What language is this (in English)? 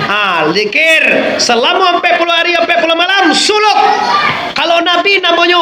Minangkabau